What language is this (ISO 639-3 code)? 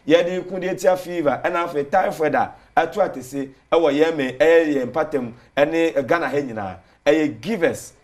aka